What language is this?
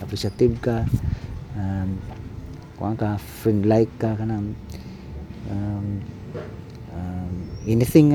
Cebuano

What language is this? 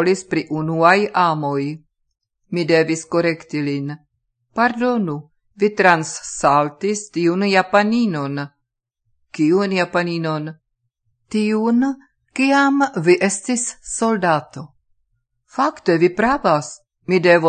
Esperanto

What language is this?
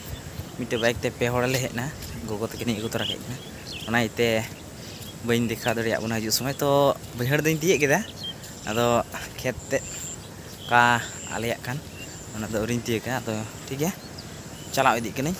Santali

